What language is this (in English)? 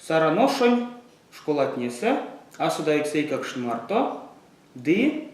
Erzya